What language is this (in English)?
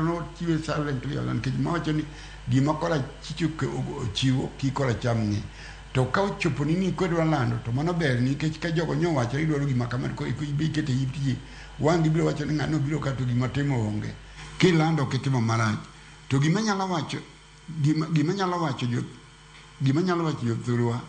Luo (Kenya and Tanzania)